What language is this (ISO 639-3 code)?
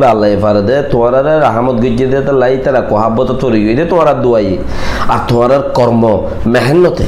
rhg